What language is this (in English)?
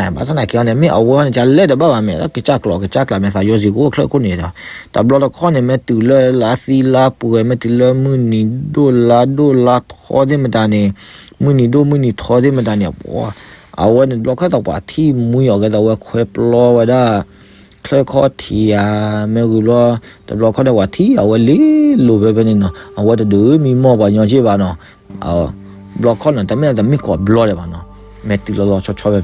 S'gaw Karen